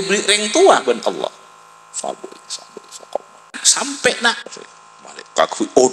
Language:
Madurese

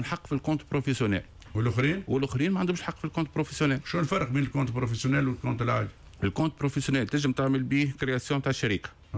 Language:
Tunisian Arabic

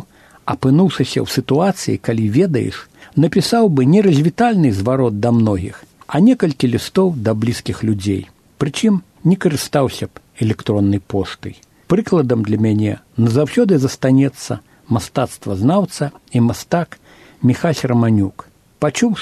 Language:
Belarusian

